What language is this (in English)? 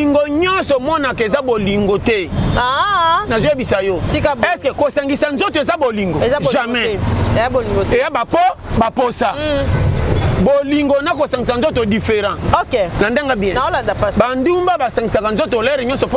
Lingala